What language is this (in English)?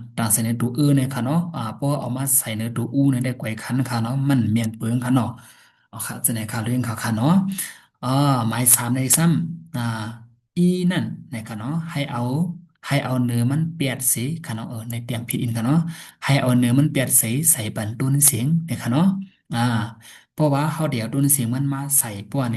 Shan